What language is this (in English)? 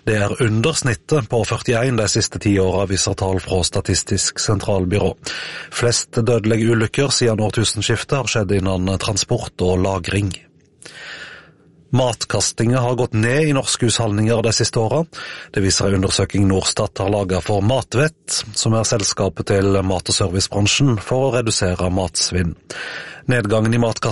Norwegian